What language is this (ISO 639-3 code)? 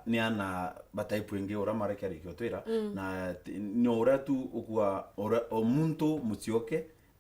mer